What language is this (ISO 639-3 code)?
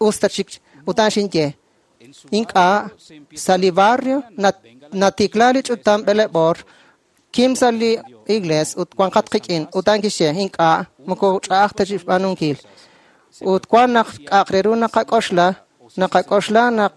kek